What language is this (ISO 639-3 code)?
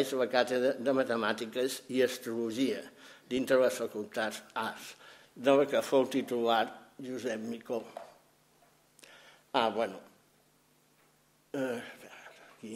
cat